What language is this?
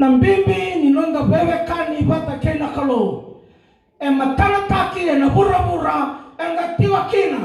Fijian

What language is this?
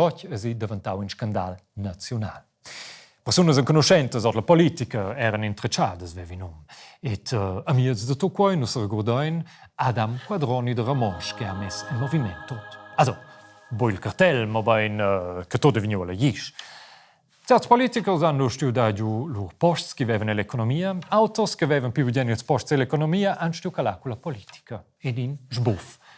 Romansh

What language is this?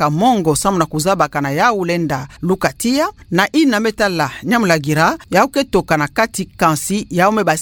Kituba (Democratic Republic of Congo)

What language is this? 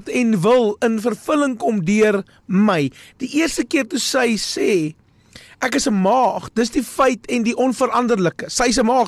Afrikaans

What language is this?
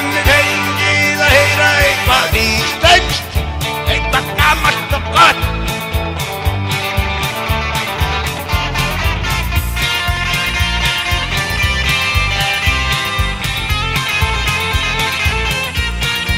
Icelandic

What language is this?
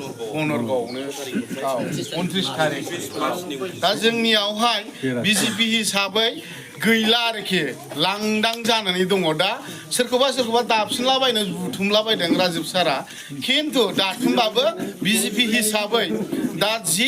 Bodo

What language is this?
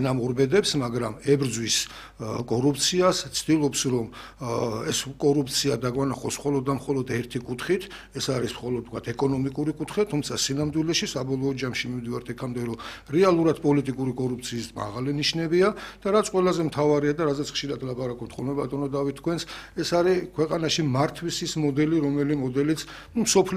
Georgian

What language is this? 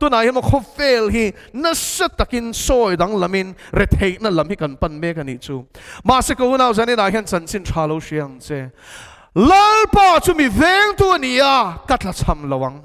Mizo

